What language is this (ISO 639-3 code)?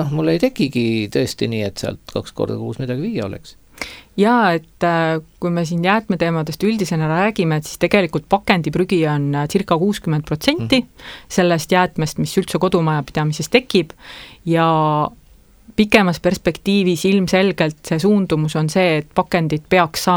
est